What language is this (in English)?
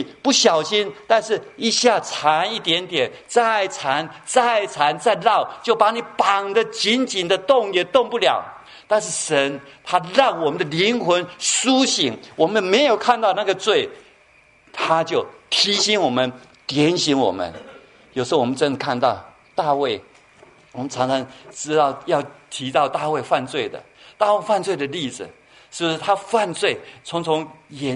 Chinese